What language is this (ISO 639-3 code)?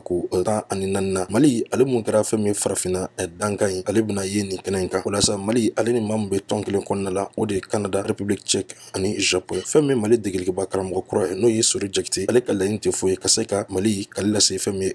bam